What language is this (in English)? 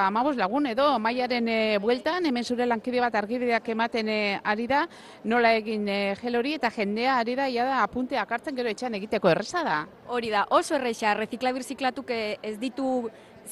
Basque